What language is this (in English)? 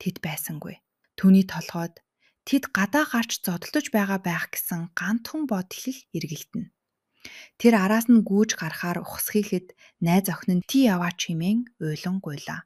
Mongolian